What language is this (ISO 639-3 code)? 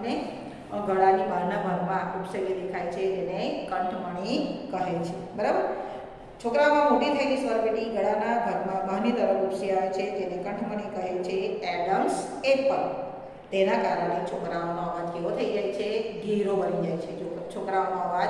guj